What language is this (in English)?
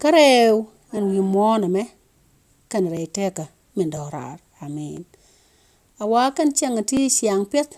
Nuer